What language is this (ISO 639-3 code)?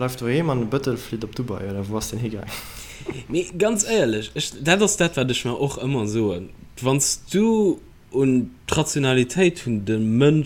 ltz